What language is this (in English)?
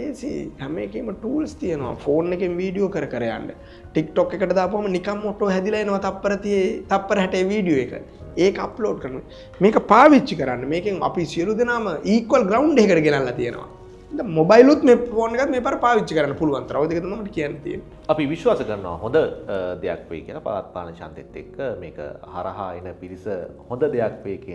Sinhala